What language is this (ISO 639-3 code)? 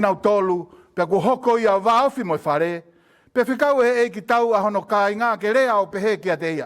ton